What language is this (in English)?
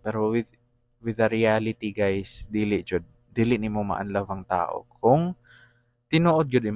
Cebuano